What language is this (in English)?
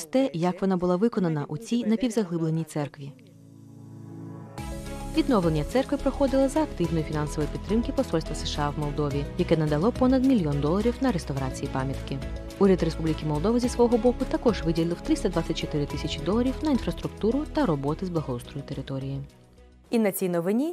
Ukrainian